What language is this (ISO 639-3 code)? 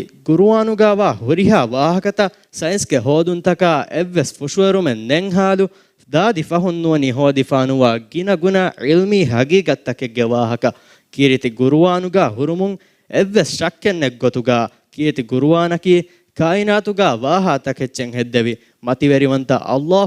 div